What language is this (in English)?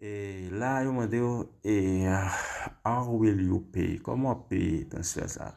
Haitian Creole